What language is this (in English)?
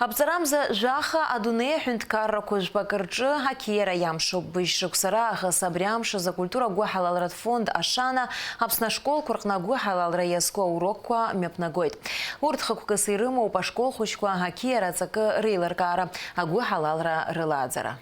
Abkhazian